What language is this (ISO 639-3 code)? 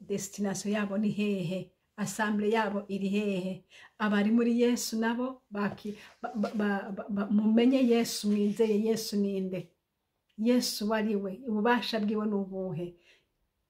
run